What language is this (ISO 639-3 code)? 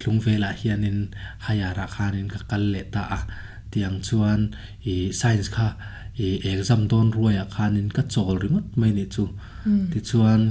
lus